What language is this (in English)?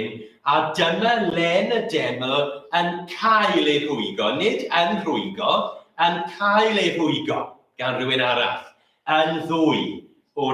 Welsh